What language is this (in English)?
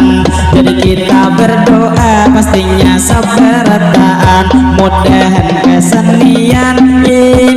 Banjar